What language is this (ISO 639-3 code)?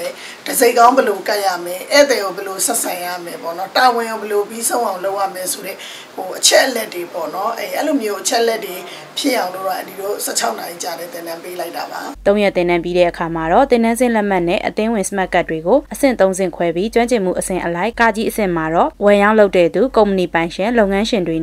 mya